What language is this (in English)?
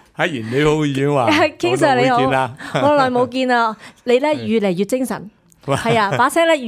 Cantonese